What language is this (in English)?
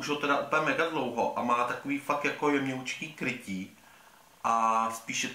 Czech